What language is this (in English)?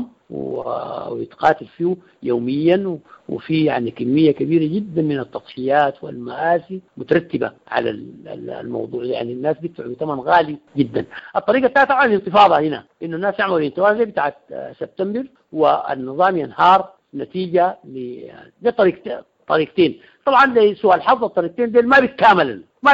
Sudanese Arabic